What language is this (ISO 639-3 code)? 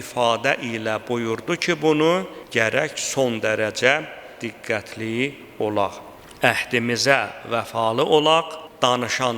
aze